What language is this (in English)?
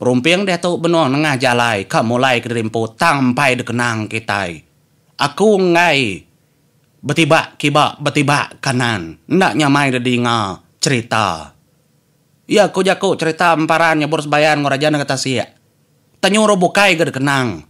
Iban